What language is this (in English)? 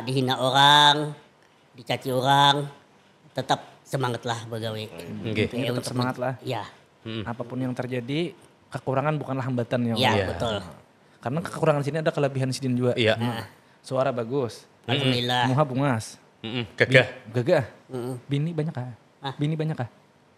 Banjar